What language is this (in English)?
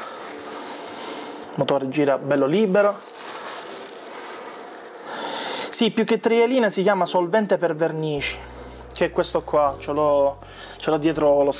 Italian